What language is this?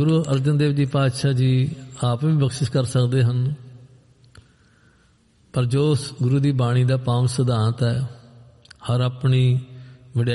Punjabi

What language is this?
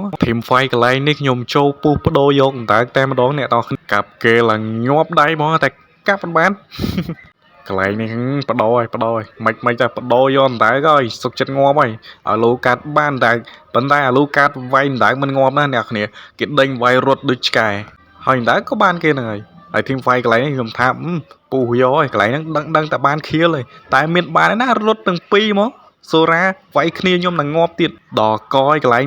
Khmer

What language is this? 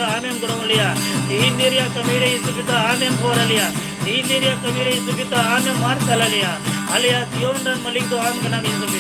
Santali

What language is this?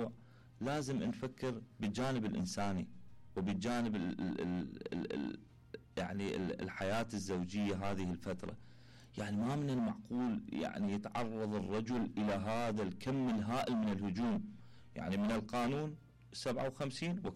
Mesopotamian Arabic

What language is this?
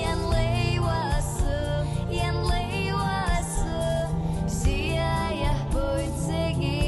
Abkhazian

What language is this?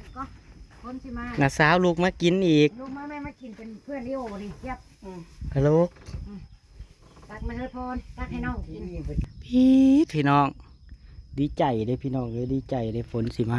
Northeastern Thai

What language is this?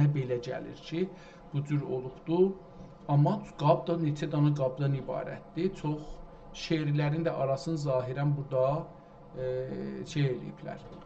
South Azerbaijani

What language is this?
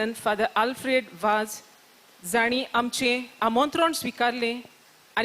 Konkani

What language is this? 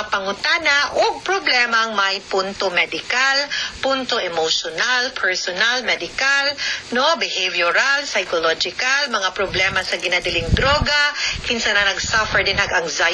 Cebuano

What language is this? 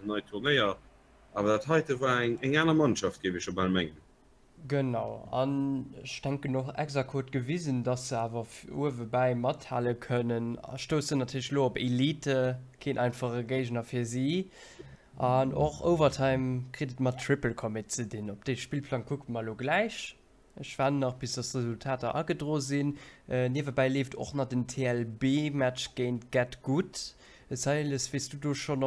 Luxembourgish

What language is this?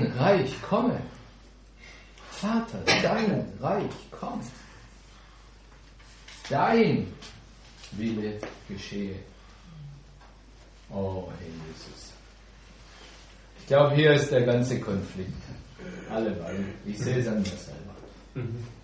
German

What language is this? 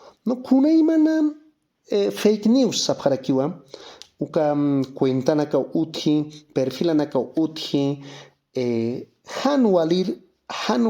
Aymara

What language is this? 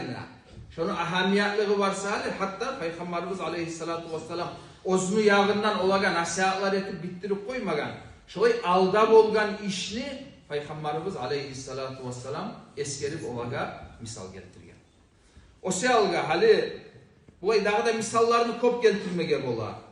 Kumyk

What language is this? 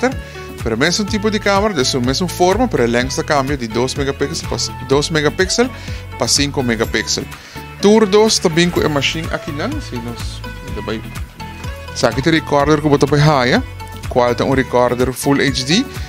Papiamento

